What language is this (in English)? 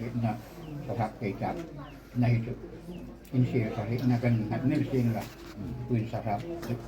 Hmar